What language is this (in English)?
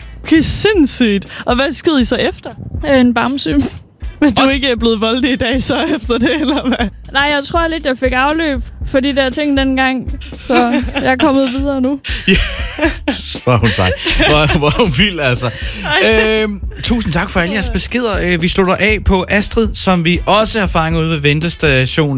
Danish